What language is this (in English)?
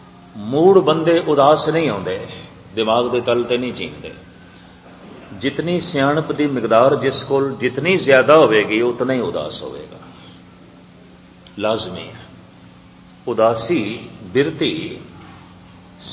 Punjabi